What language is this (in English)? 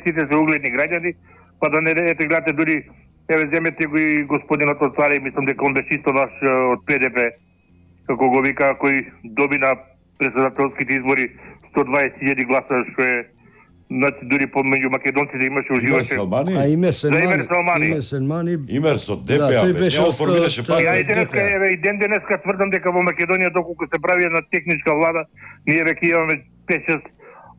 Macedonian